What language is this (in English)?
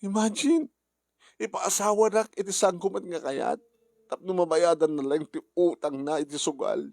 Iloko